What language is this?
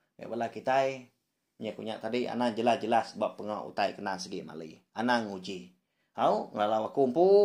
Iban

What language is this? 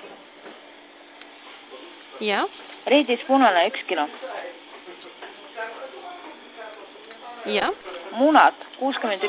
Estonian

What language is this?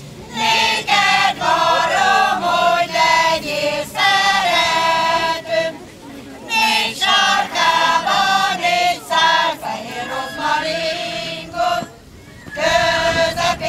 Hungarian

